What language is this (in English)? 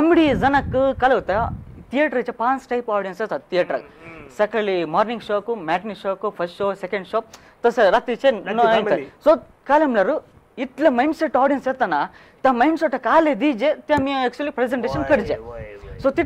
Konkani